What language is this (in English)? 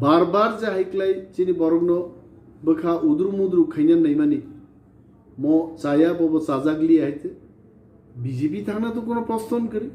Kok Borok